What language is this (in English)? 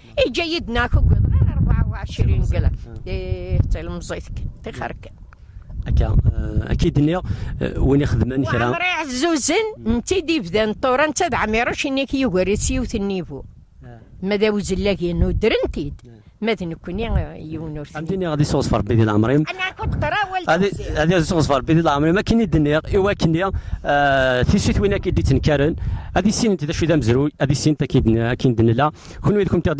Kabyle